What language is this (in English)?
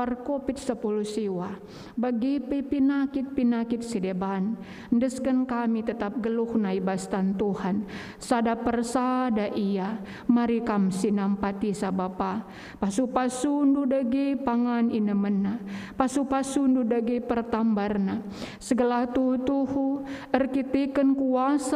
Batak Karo